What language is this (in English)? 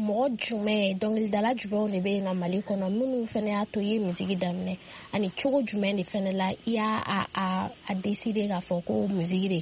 Bambara